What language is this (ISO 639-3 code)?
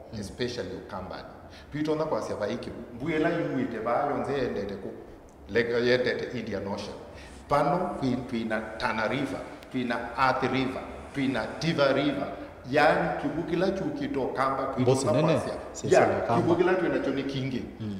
kam